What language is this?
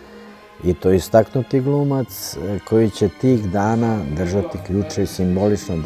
Serbian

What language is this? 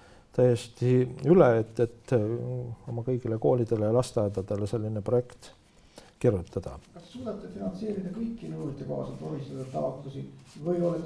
Estonian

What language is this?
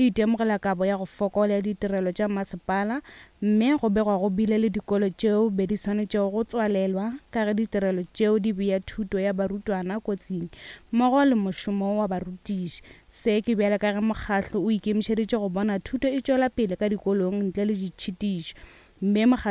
Northern Sotho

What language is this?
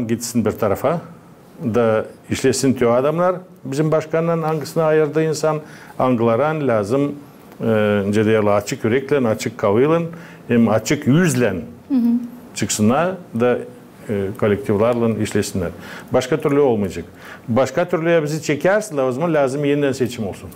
Gagauz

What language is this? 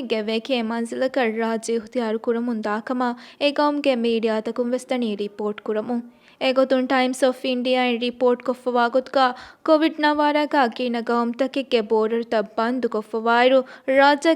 Divehi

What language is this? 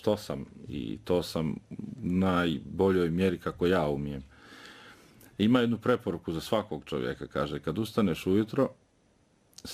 Bosnian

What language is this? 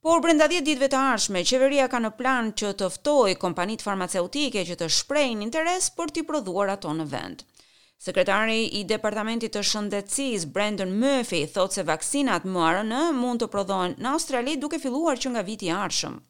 Albanian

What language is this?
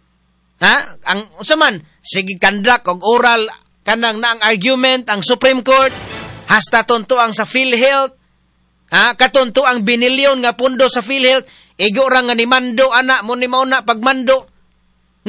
Cebuano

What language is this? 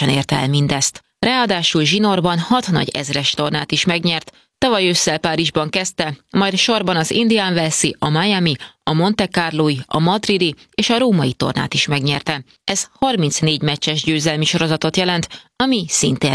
Hungarian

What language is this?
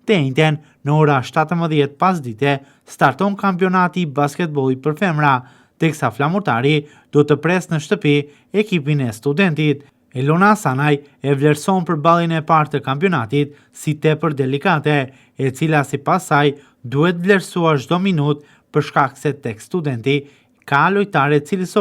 Albanian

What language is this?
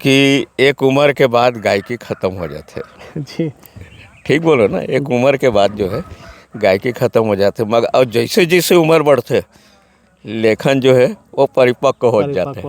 Chhattisgarhi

